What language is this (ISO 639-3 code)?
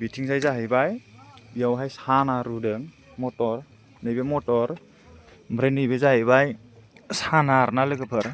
brx